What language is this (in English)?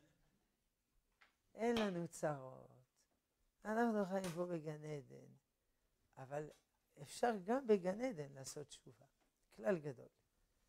Hebrew